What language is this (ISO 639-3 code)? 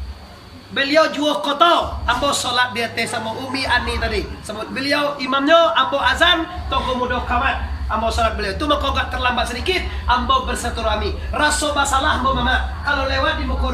min